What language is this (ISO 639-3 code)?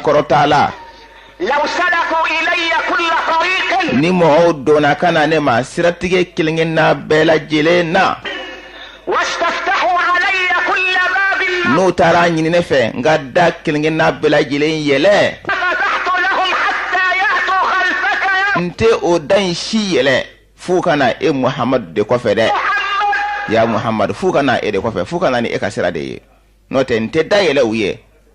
bam